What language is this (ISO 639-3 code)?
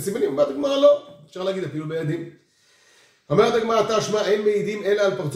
heb